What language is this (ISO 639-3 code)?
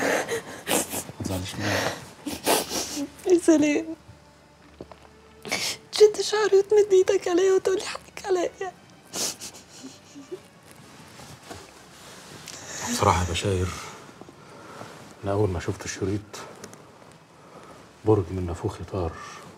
arz